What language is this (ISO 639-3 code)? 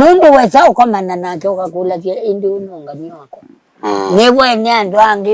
kam